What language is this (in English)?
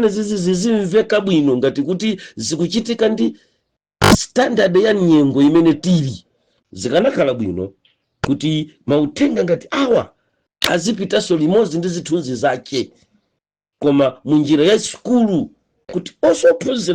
Nyanja